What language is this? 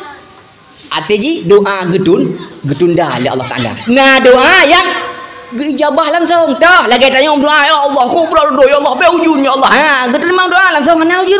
Achinese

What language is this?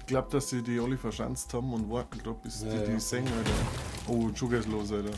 Bavarian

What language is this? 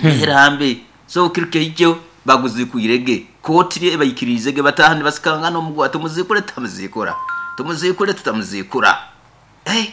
Nyoro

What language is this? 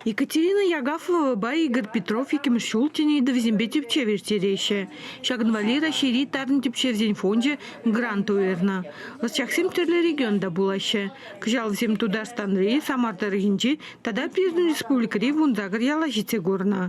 Chuvash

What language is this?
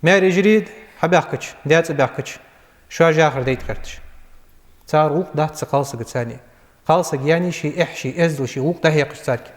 Ingush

